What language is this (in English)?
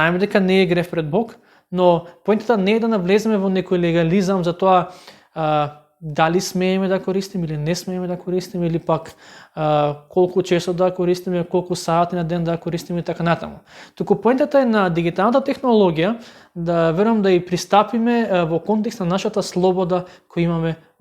Macedonian